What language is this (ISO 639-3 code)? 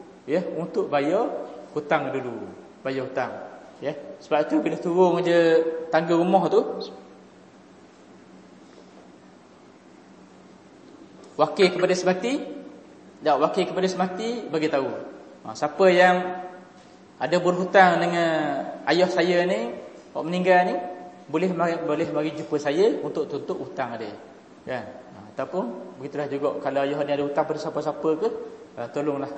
msa